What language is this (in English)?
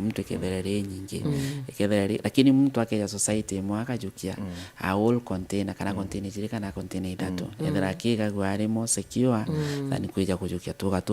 Meru